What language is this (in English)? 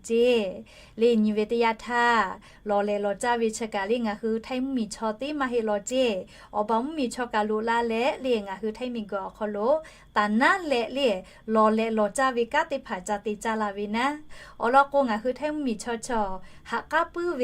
Lahu